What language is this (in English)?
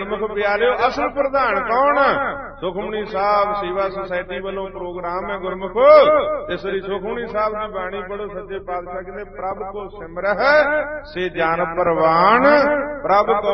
Punjabi